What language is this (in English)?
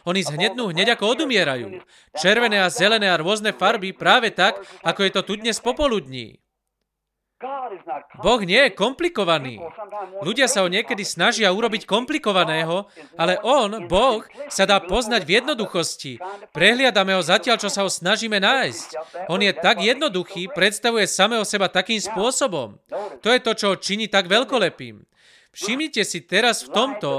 Slovak